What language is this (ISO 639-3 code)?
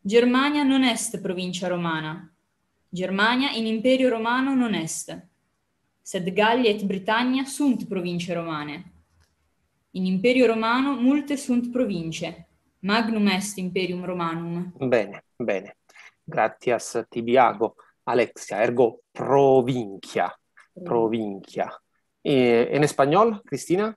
lat